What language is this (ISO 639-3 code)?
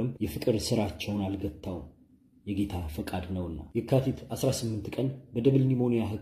amh